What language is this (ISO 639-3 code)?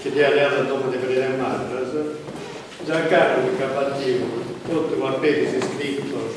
srd